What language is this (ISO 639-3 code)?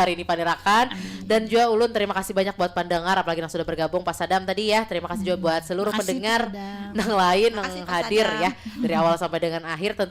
bjn